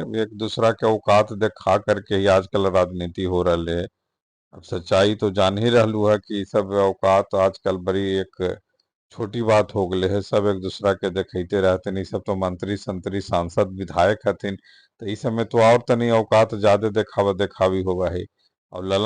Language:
Magahi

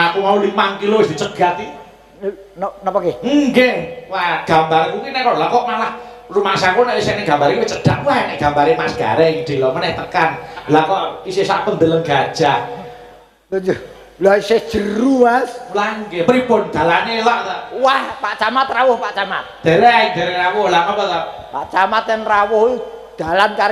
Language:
Javanese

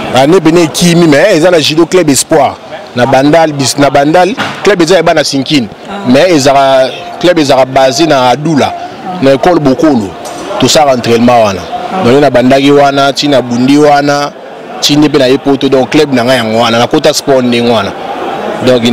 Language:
Lingala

